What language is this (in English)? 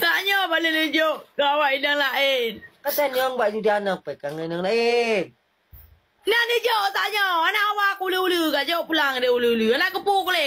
Achinese